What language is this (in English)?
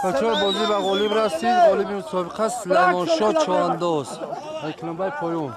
Tajik